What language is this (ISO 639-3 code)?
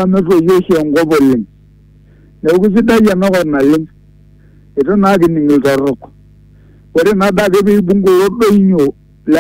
mas